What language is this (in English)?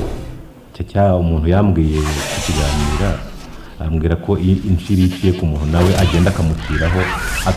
Kinyarwanda